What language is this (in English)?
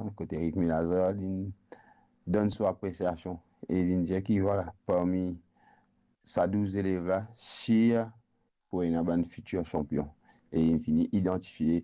Morisyen